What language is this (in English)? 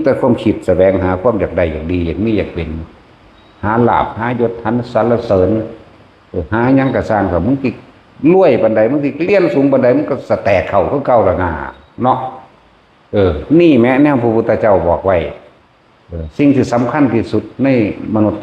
Northeastern Thai